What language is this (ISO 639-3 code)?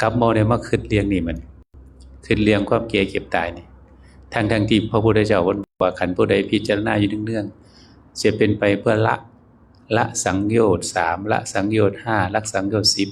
tts